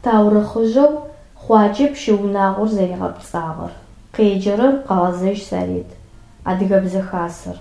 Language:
Adyghe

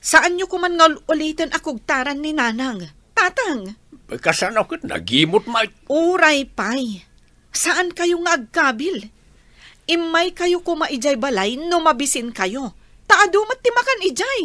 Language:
Iloko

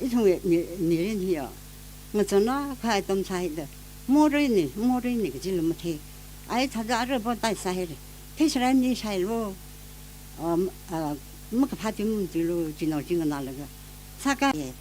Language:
Tangkhul Naga (India)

